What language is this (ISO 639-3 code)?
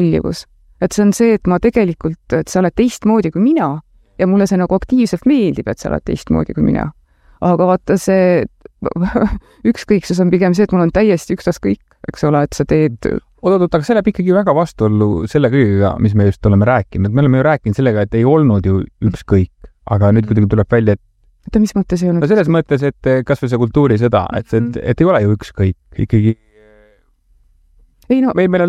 est